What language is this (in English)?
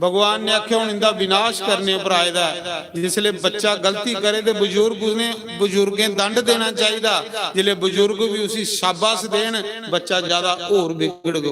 Dogri